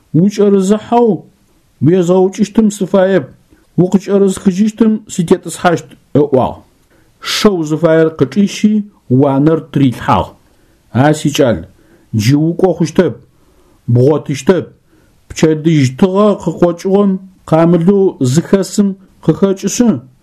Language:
Adyghe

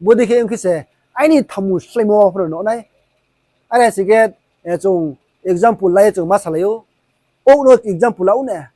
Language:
Riang (India)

